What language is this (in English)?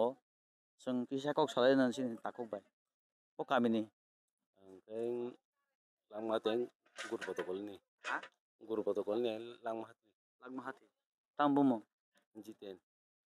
Kok Borok